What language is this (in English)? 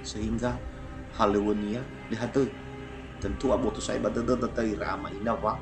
Nias